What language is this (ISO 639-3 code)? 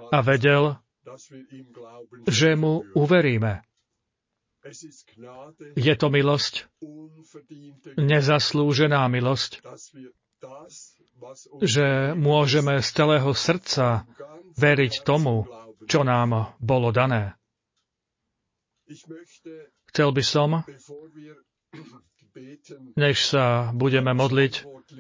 slk